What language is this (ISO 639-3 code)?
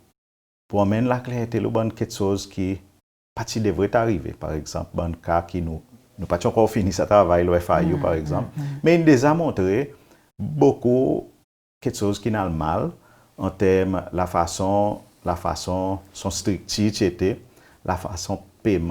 crs